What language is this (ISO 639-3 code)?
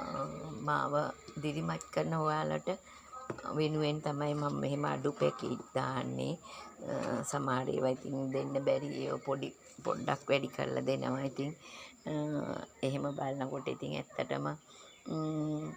sin